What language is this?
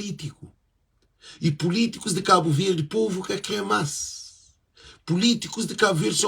Kabuverdianu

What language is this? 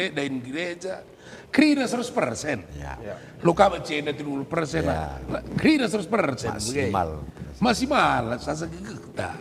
Batak Karo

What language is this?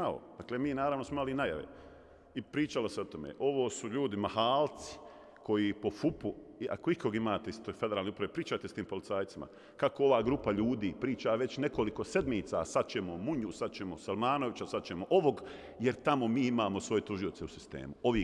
Bosnian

